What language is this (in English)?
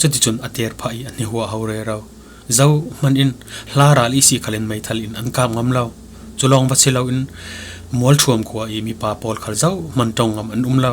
Falam Chin